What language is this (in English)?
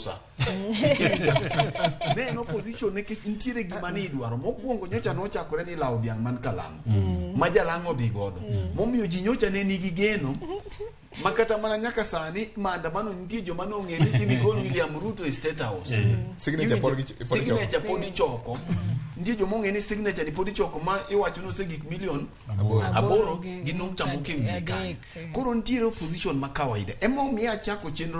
Luo (Kenya and Tanzania)